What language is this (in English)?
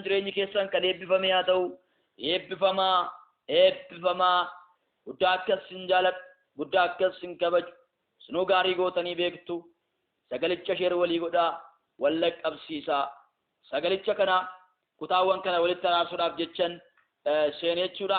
Oromo